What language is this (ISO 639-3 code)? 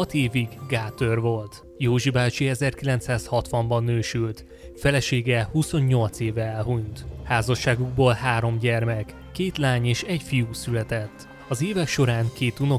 hun